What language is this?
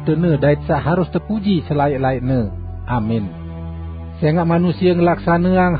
Sasak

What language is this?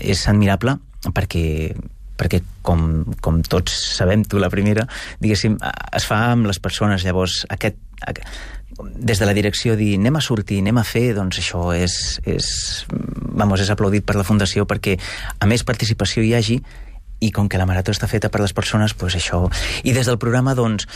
Catalan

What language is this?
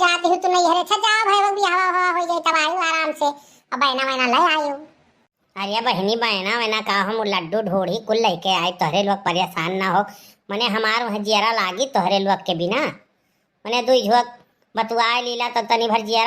Awadhi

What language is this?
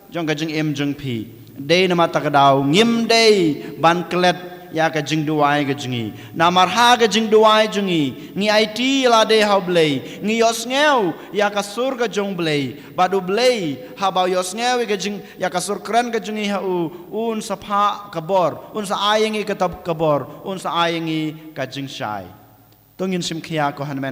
Khasi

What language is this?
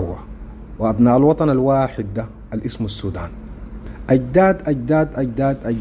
Sudanese Arabic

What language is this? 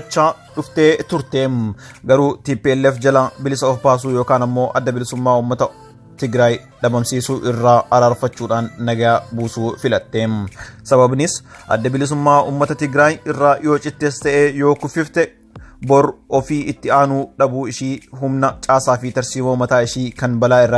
Oromo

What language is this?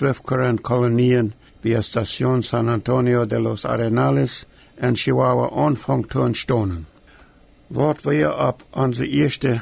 Plautdietsch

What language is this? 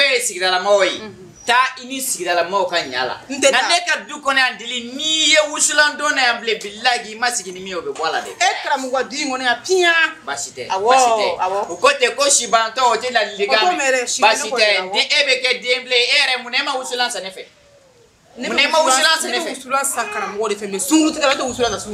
Bambara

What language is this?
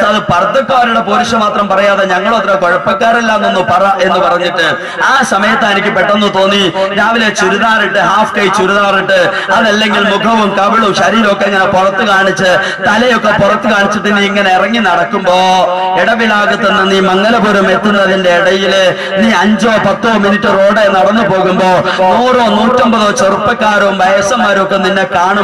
Malayalam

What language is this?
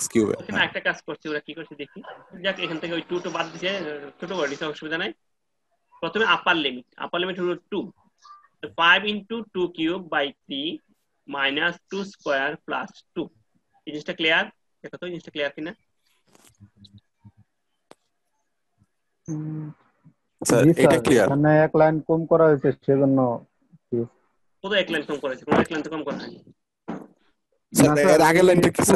Bangla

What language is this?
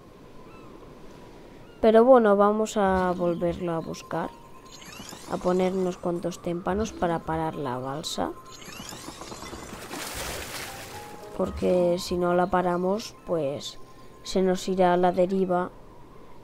Spanish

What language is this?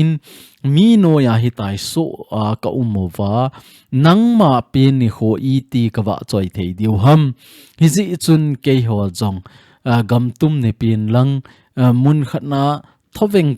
Thado Chin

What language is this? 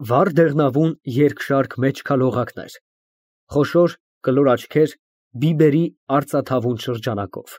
Armenian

